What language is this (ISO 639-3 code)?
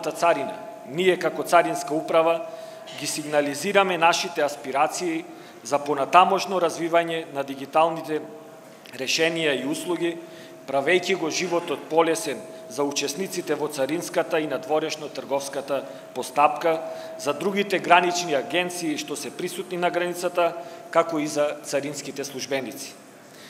mkd